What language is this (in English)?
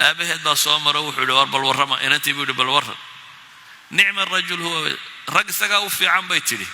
Somali